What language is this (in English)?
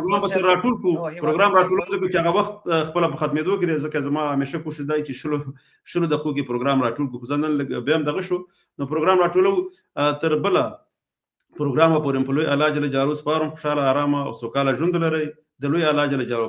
Pashto